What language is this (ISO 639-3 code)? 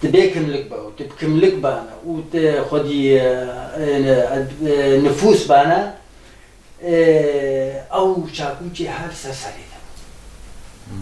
kur